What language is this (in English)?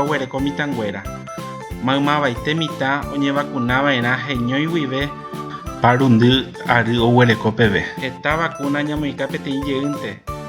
Guarani